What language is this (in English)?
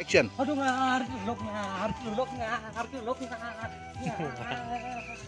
Balinese